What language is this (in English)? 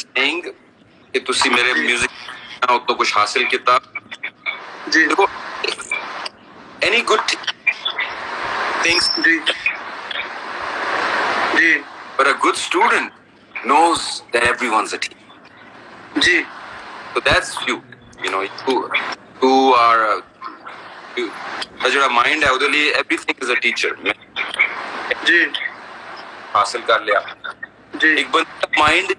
Punjabi